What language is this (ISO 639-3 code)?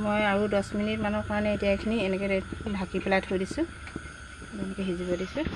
asm